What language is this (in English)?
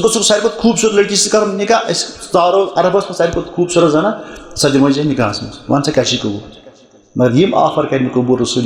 Kashmiri